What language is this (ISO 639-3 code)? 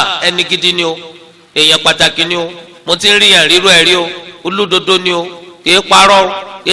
yor